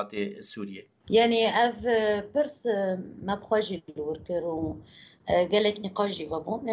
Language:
Kurdish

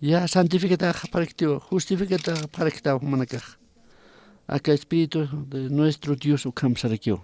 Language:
Aymara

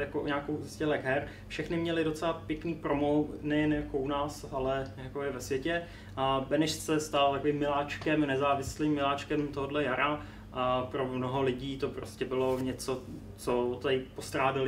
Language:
Czech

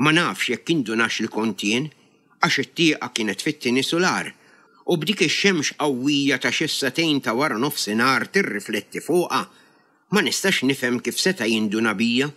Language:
Maltese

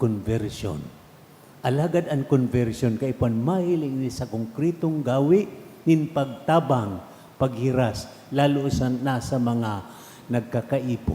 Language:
Bikol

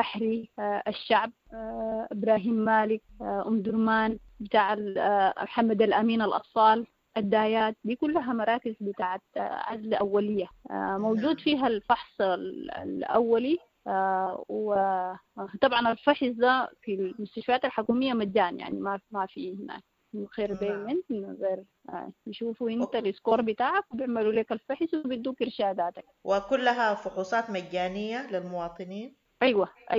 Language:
Sudanese Arabic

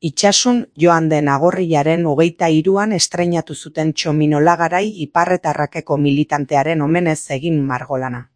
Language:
Basque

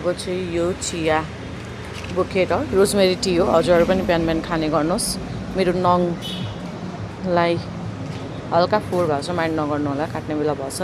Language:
Nepali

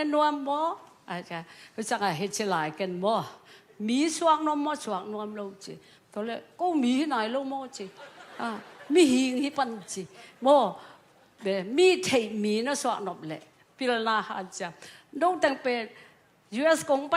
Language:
Tedim Chin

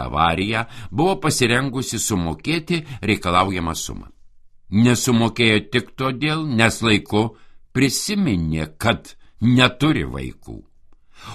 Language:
Lithuanian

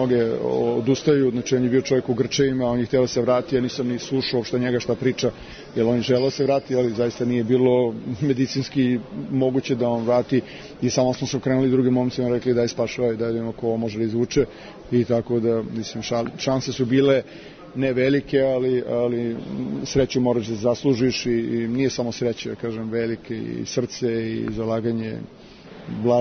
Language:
Serbian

